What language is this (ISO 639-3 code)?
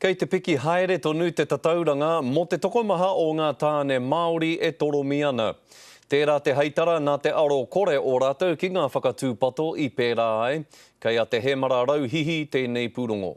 mri